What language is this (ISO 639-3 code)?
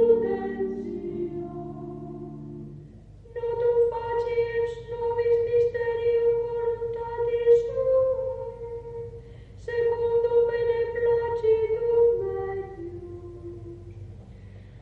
lat